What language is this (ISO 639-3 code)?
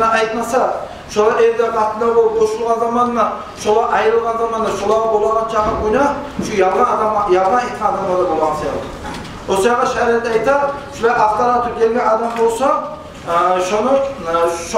kum